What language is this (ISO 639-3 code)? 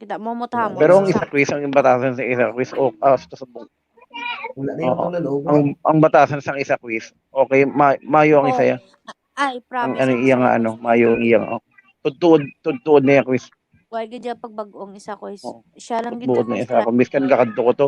hil